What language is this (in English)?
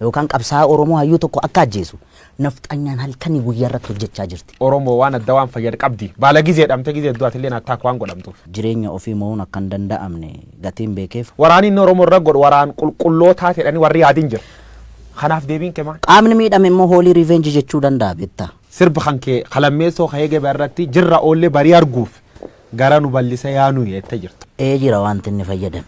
Oromo